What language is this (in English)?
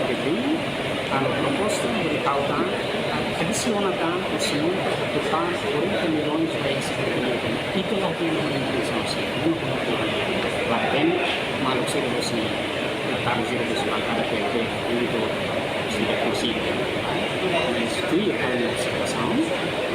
Tetum